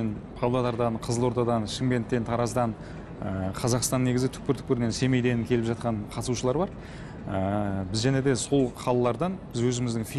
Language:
Kazakh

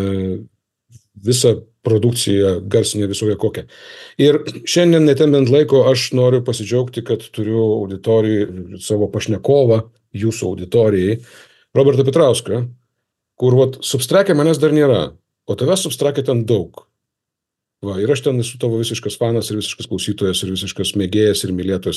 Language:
Lithuanian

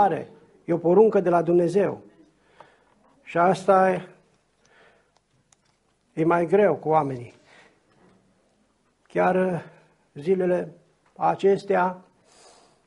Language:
Romanian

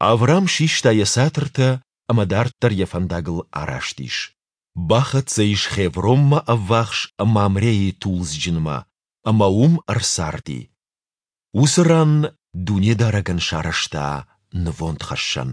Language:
Ossetic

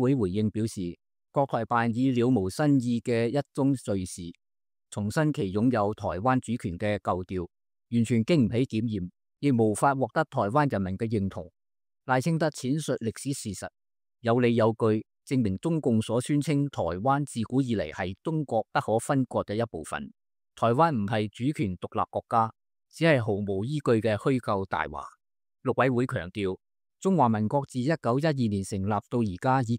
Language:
Cantonese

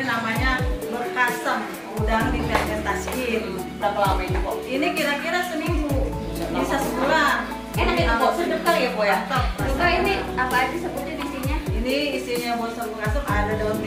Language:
Betawi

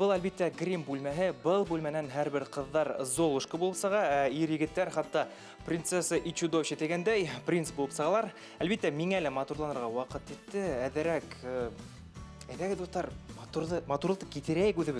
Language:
Bashkir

